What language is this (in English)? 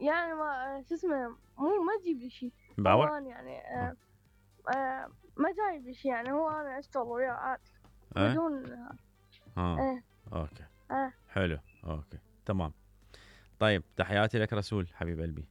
Mesopotamian Arabic